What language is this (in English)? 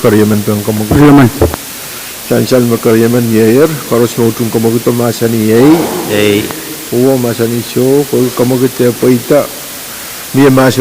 Pohnpeian